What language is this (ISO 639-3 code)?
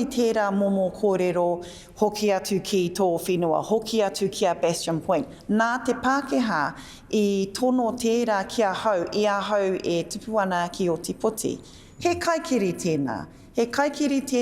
mri